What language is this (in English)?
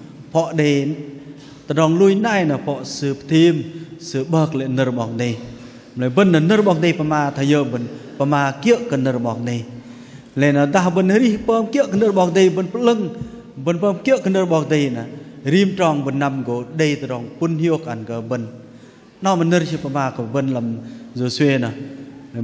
Bahnar